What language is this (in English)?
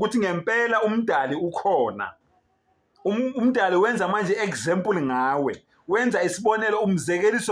Zulu